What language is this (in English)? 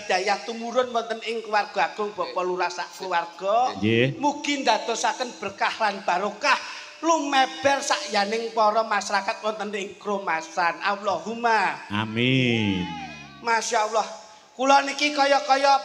Javanese